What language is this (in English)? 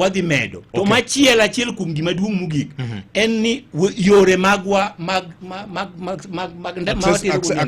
Luo (Kenya and Tanzania)